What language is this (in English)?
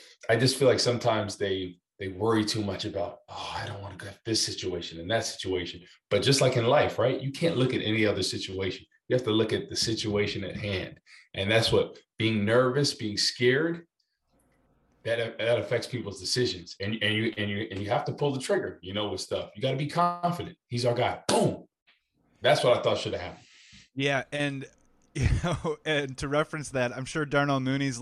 English